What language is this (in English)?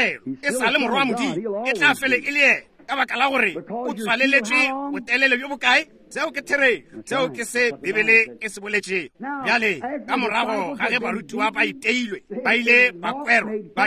Northern Sotho